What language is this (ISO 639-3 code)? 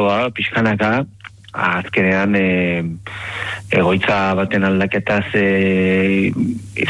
eus